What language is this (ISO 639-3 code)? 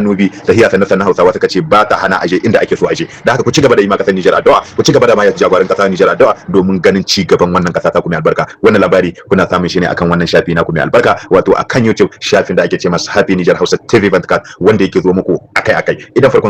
hau